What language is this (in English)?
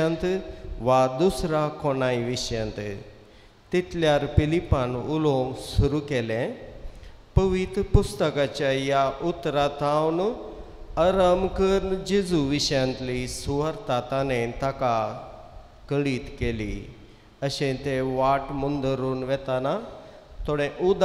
Konkani